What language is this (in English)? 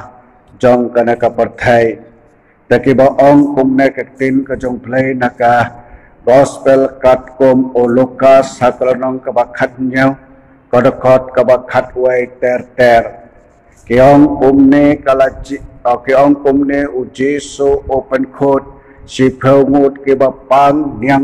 Khasi